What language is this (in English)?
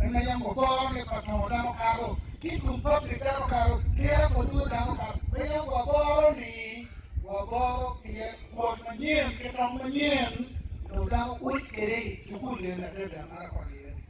Acoli